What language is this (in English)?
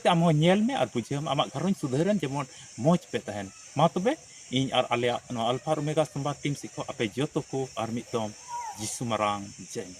Santali